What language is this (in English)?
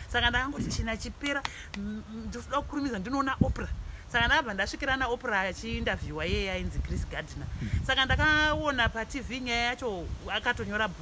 Shona